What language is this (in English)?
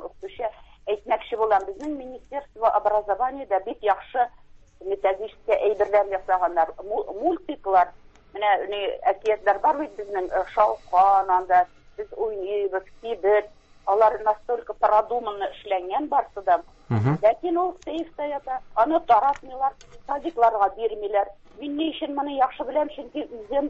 Tatar